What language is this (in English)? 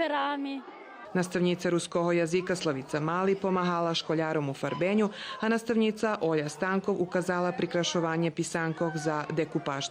Rusyn